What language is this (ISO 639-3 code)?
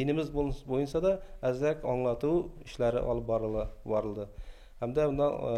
bak